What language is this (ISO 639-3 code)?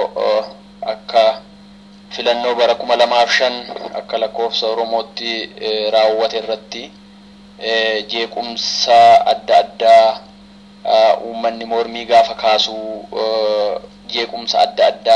orm